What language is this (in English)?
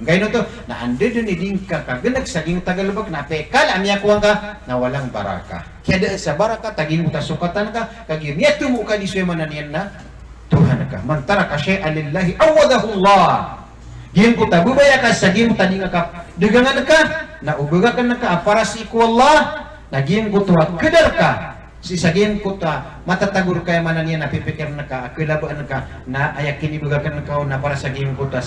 Maranao